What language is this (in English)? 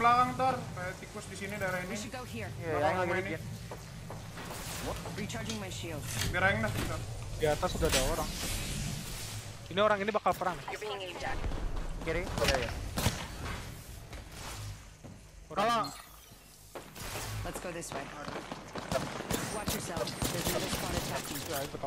Indonesian